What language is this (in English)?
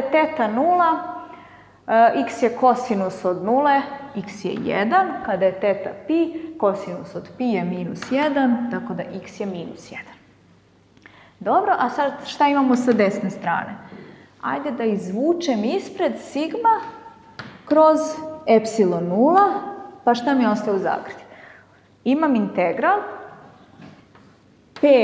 Serbian